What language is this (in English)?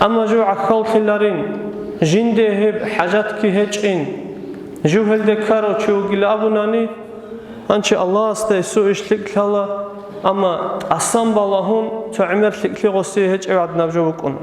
Avaric